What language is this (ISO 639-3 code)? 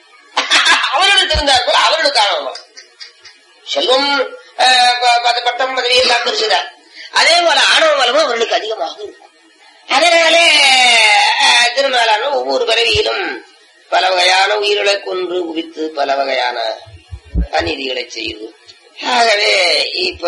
tam